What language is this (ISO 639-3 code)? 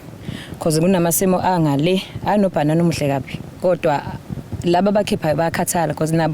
zul